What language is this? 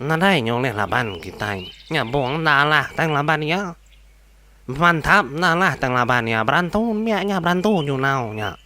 Iban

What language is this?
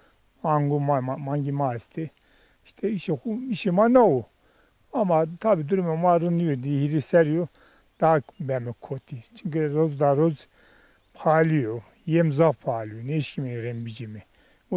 Zaza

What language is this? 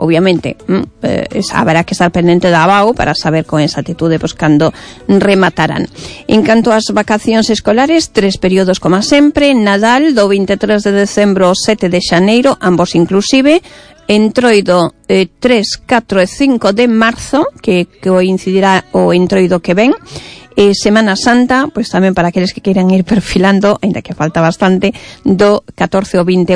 Galician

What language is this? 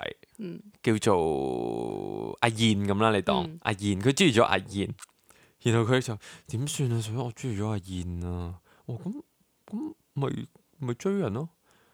Cantonese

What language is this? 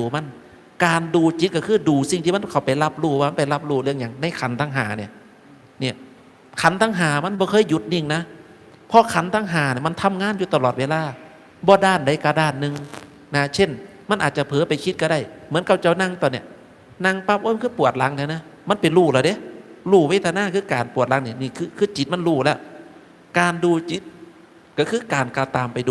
Northeastern Thai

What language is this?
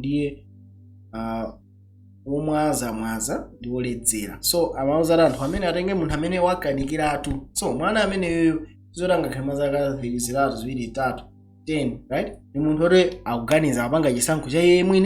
Nyanja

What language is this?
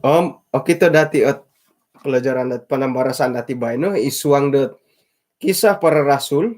Central Dusun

